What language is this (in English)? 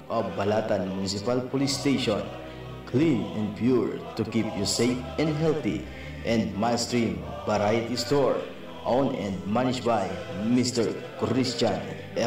Bikol